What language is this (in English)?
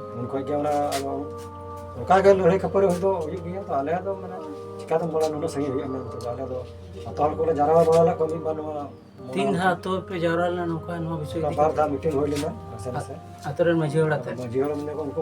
Santali